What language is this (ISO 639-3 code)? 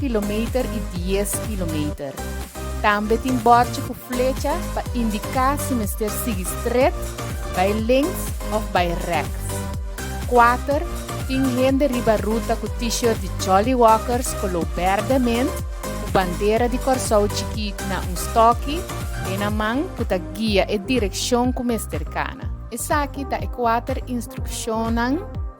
pap